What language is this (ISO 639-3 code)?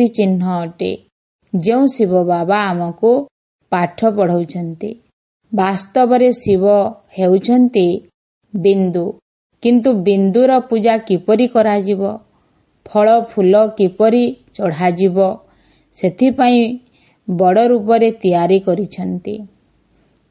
ori